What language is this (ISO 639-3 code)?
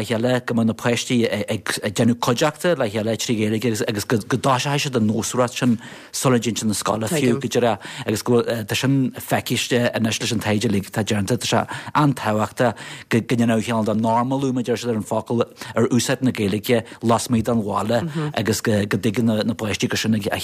gle